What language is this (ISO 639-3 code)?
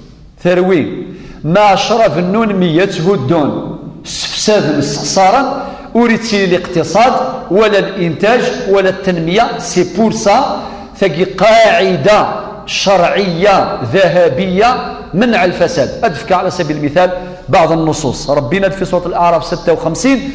kab